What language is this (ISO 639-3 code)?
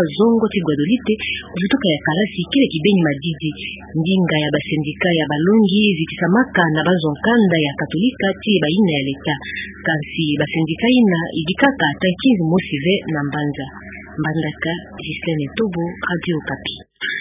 ktu